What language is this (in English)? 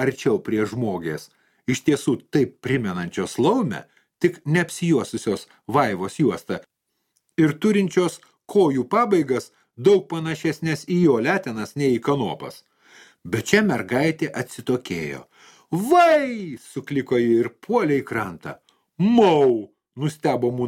Lithuanian